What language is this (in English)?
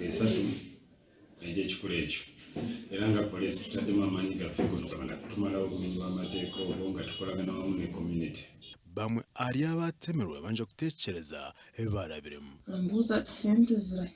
Nyankole